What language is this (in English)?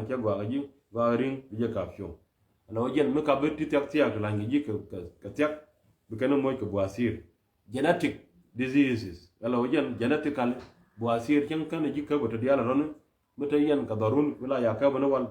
Nuer